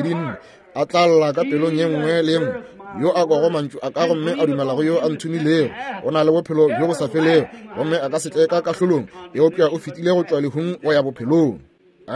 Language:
Northern Sotho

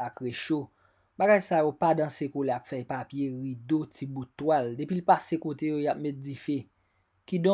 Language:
Haitian Creole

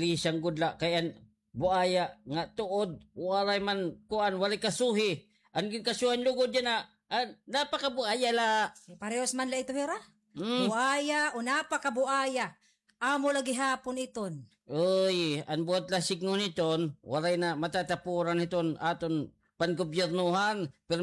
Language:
Waray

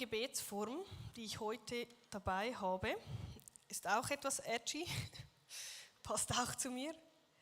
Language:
Swiss German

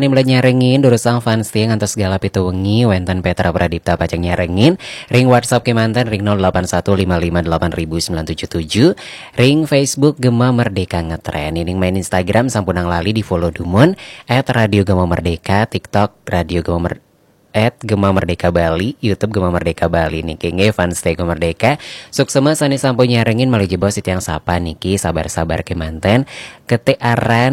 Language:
Balinese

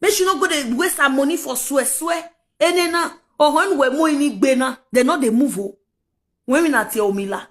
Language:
Nigerian Pidgin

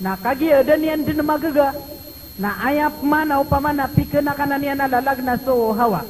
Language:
Maranao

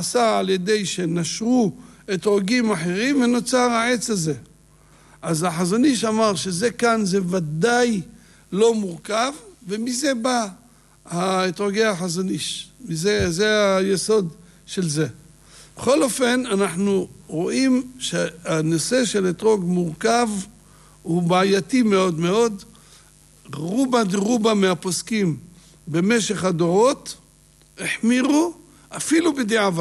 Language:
Hebrew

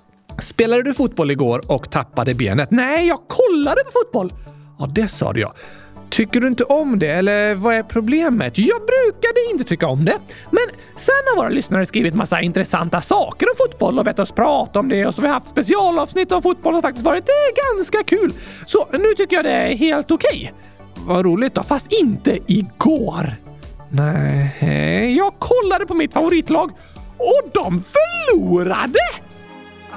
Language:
Swedish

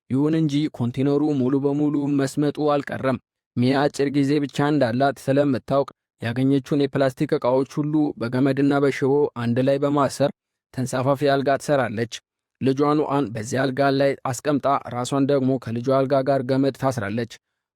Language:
Amharic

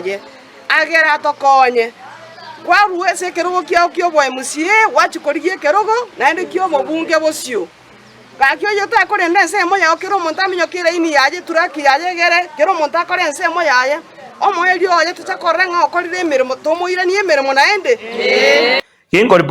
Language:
Gusii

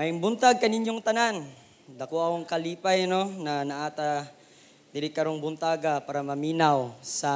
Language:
Cebuano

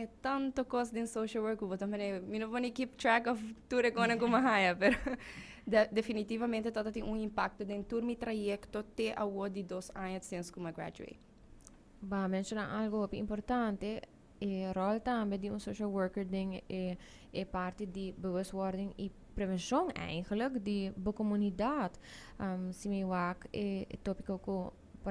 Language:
Papiamento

